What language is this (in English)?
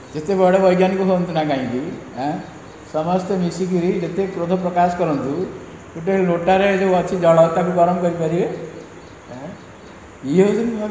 Odia